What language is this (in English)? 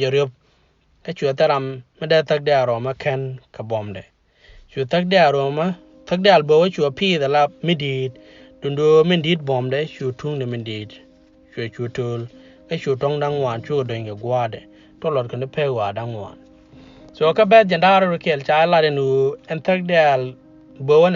Nuer